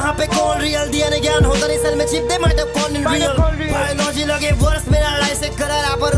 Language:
Hindi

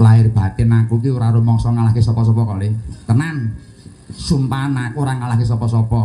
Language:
Javanese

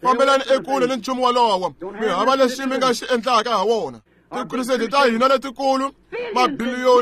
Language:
Tsonga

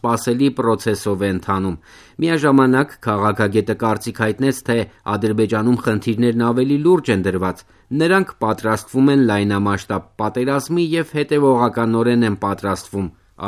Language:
Armenian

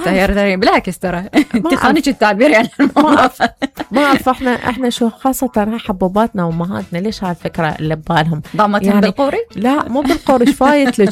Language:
Mesopotamian Arabic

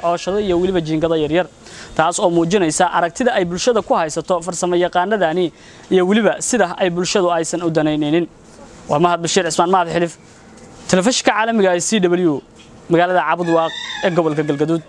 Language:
Somali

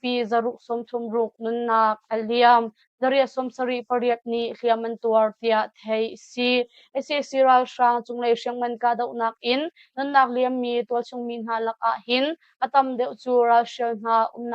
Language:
Hakha Chin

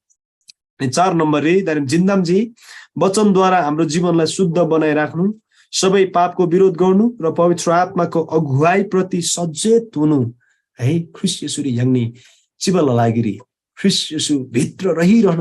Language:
Eastern Tamang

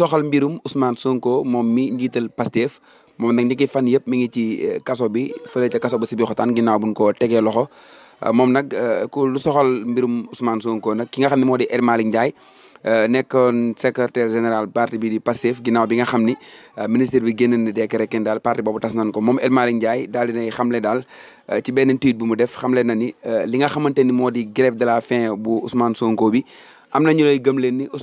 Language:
Wolof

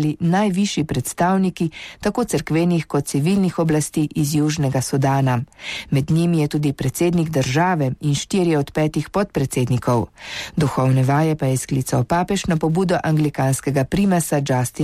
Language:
Slovenian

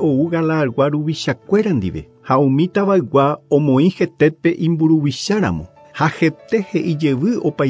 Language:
Guarani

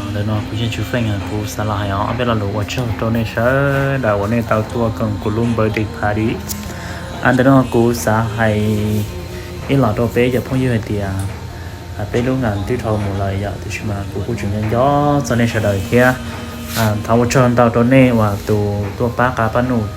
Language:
Hmong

